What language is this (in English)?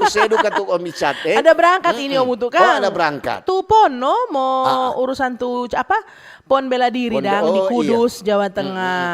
Manado Malay